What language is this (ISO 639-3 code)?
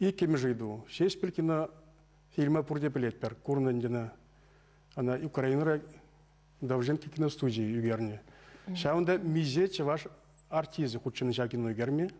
chv